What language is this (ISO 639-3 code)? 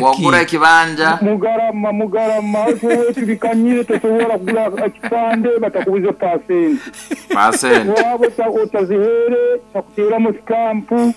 nyn